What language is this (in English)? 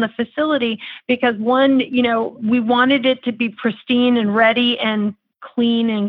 English